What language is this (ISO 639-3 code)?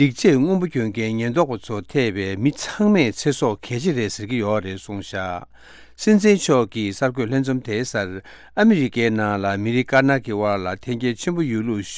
bod